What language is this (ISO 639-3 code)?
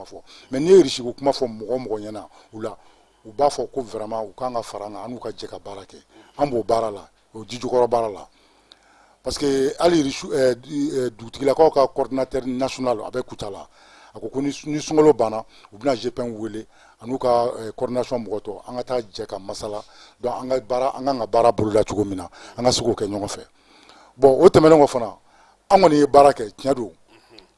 bam